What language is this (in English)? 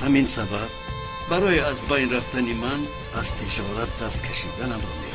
Tajik